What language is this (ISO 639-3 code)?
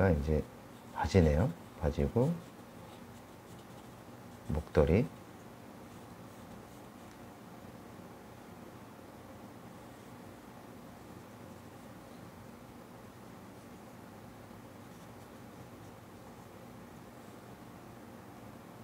kor